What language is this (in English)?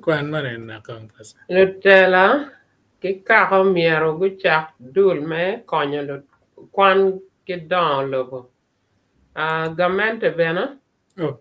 Acoli